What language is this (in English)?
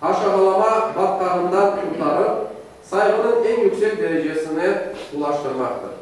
Crimean Tatar